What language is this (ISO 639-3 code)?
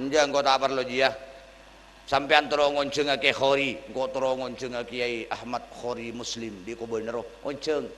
mad